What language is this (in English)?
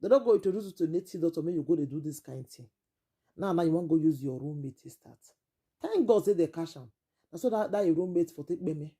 Nigerian Pidgin